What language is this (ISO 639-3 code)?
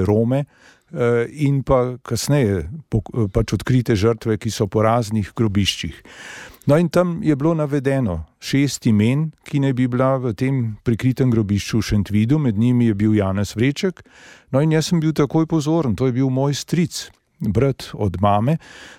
slv